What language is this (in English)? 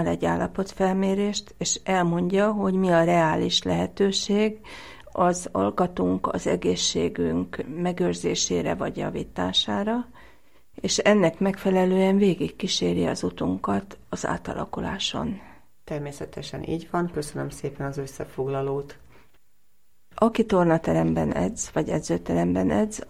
Hungarian